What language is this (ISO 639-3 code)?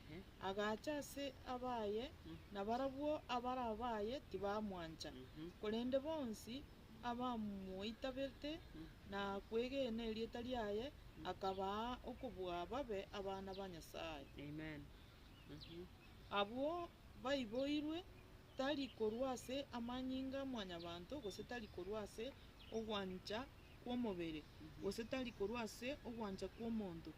guz